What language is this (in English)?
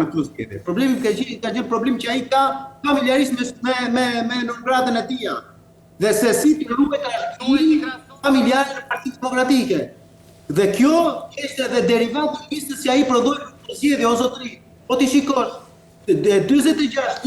Albanian